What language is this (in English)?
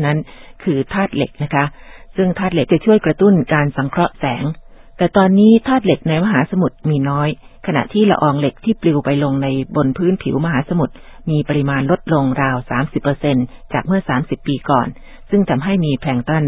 Thai